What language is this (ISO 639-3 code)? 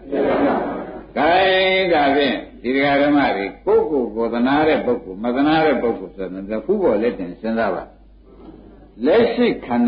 mya